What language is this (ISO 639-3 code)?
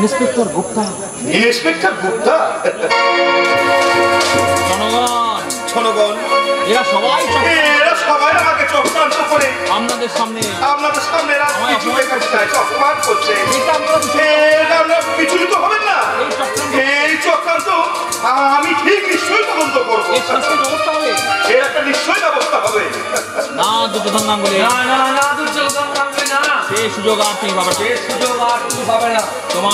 ben